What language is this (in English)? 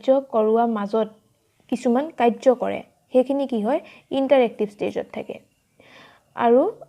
Assamese